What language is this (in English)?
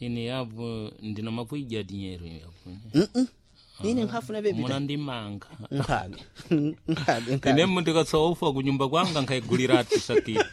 Sena